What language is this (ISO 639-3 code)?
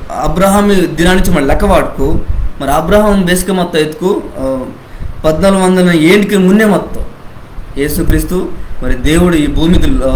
kff